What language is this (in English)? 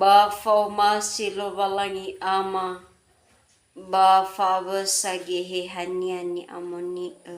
Nias